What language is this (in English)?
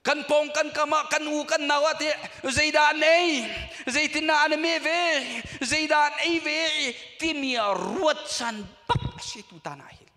Hakha Chin